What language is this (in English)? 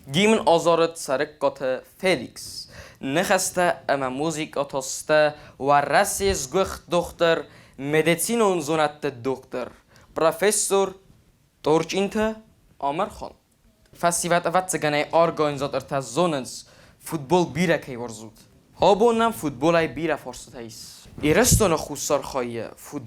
Ossetic